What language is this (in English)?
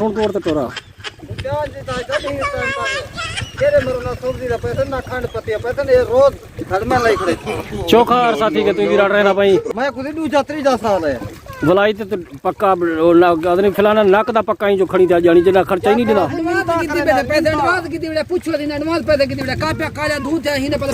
Saraiki